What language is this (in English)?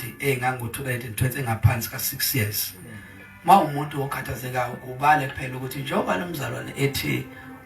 Zulu